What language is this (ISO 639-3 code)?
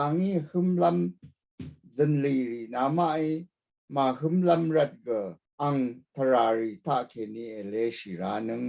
raw